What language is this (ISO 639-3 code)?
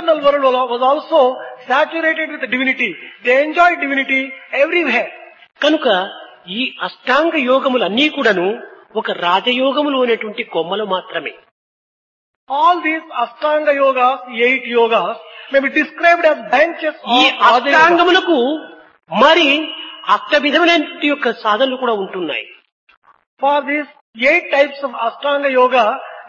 tel